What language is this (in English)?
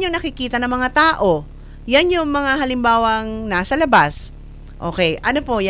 Filipino